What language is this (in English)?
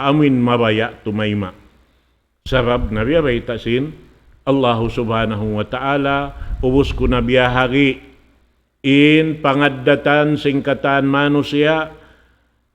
Tausug